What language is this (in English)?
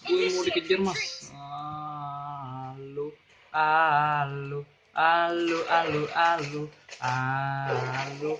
Banjar